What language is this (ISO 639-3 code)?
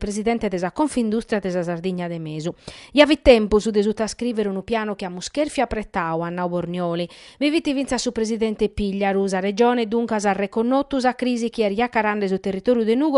srd